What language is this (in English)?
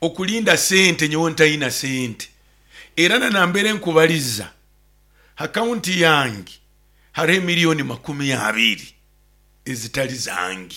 Nyoro